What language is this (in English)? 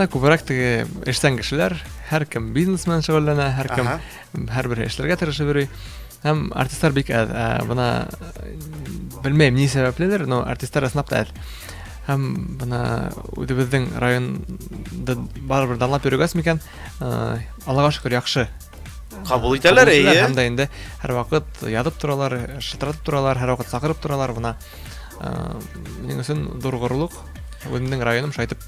Bashkir